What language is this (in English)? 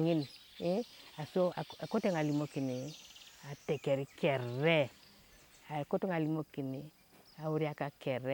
Teso